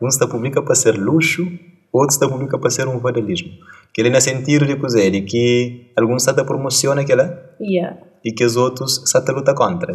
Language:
Kabuverdianu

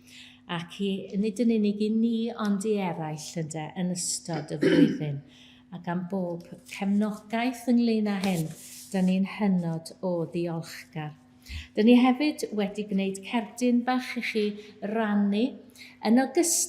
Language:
Welsh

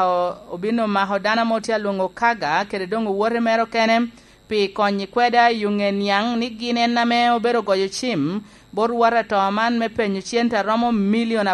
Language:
Lango (Uganda)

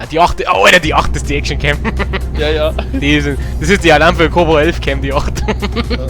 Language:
Bavarian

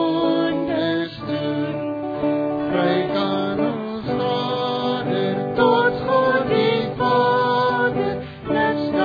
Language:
Afrikaans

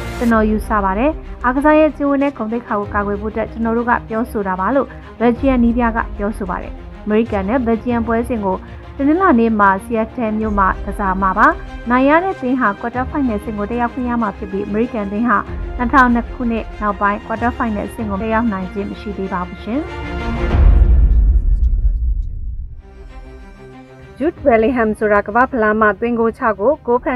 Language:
Burmese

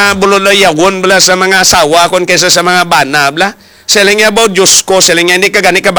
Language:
Hiligaynon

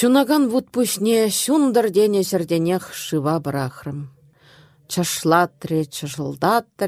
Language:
Chuvash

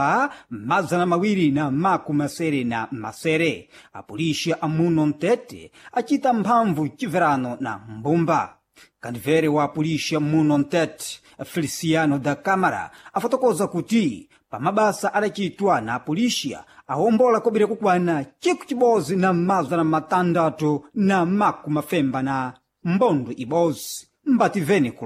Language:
Sena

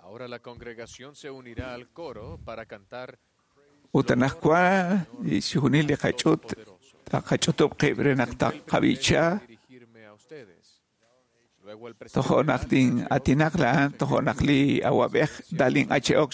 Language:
Kekchí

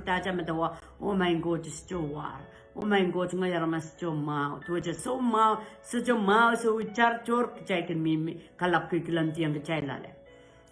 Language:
Pohnpeian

